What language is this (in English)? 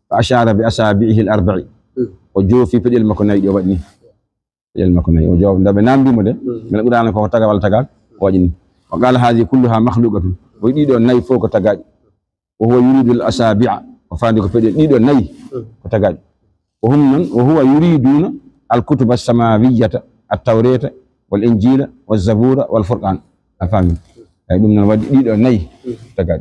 Fula